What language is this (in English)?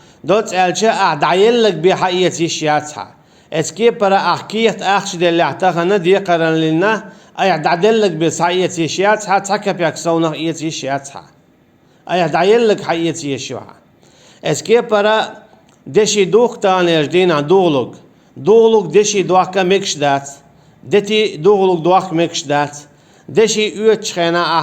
Chechen